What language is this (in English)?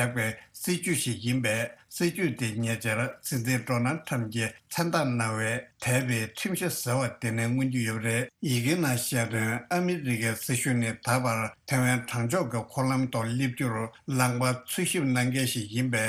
Tibetan